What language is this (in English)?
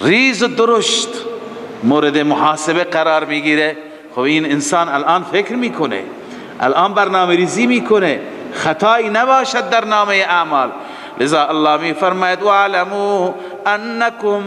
Persian